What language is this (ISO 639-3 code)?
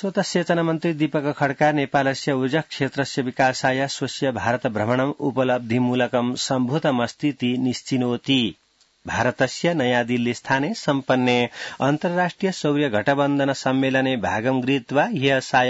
san